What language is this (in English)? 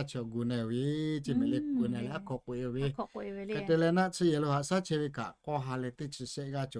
Lahu